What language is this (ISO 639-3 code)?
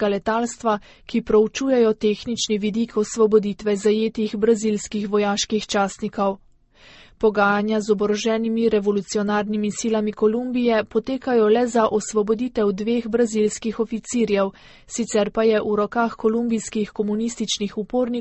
slv